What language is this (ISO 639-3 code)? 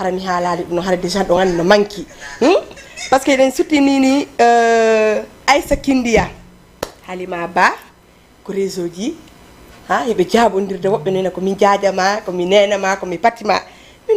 ful